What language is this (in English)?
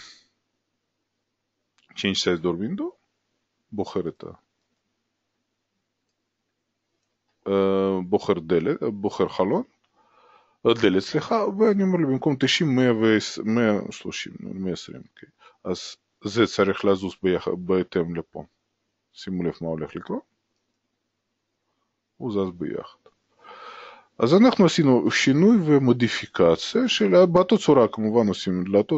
Hebrew